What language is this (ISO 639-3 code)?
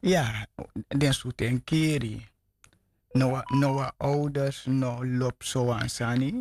srn